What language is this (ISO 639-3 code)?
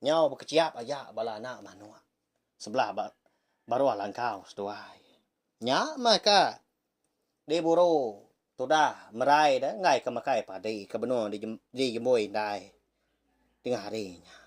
iba